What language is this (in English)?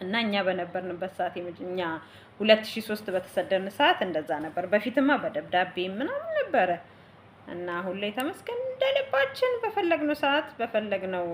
Amharic